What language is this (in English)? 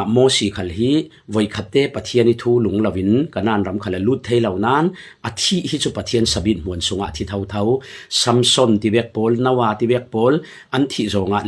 Falam Chin